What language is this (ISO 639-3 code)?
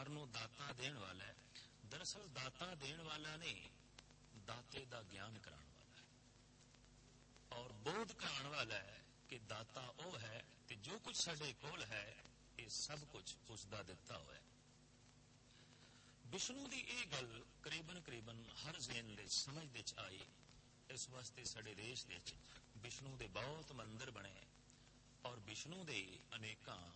pan